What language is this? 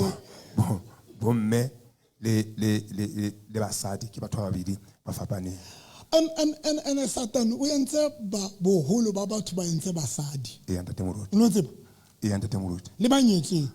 Southern Sotho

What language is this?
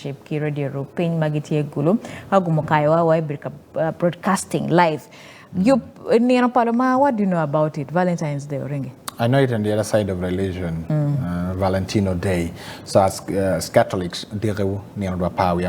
Acoli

